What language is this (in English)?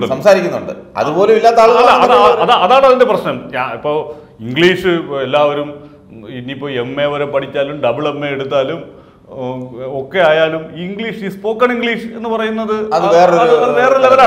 Malayalam